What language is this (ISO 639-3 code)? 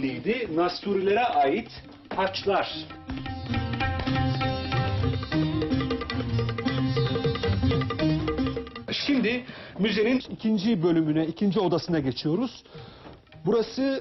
tur